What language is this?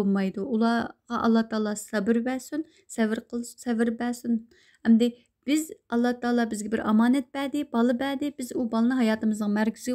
Uyghur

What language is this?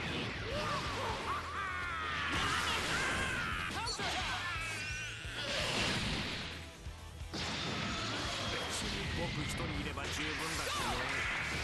Japanese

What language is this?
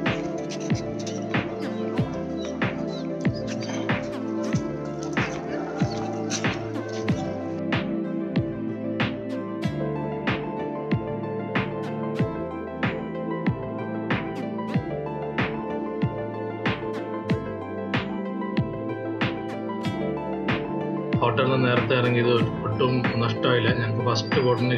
Malayalam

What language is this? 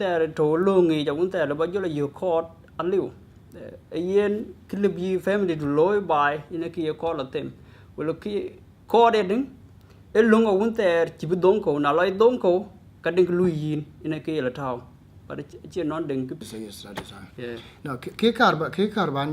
Dinka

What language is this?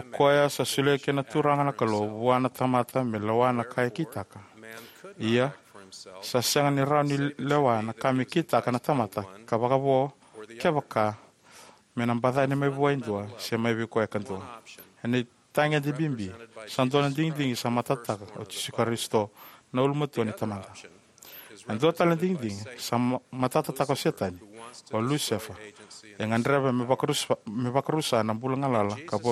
Fijian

